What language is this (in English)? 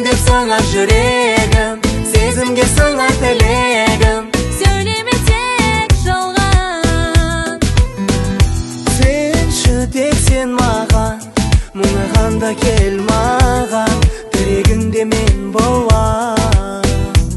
Kazakh